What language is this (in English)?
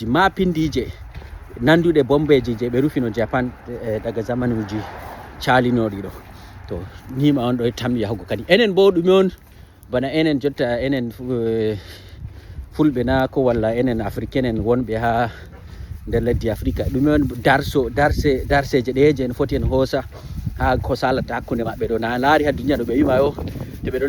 Fula